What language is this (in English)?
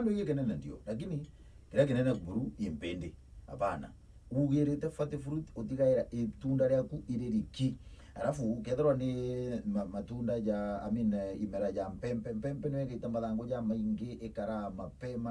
Meru